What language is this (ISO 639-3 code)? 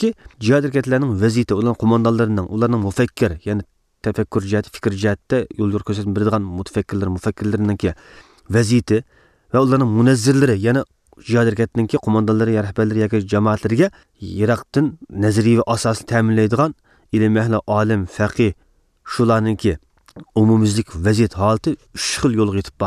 uig